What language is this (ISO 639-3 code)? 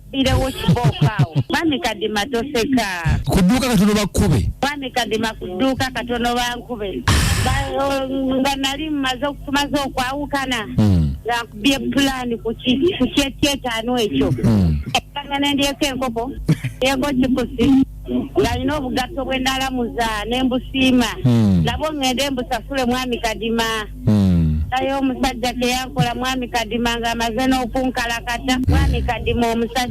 lug